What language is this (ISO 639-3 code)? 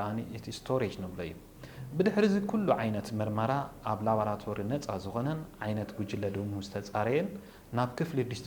tir